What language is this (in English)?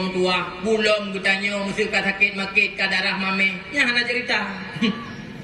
Achinese